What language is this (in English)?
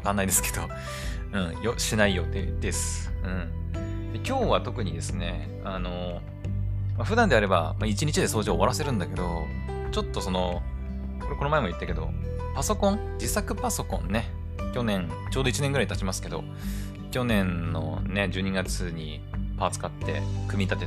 Japanese